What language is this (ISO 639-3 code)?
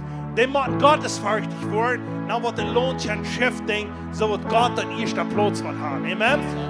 pdt